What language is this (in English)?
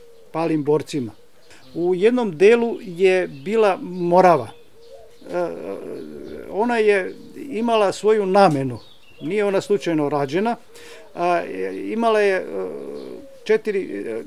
Serbian